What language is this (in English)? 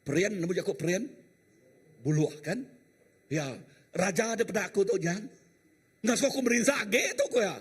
Iban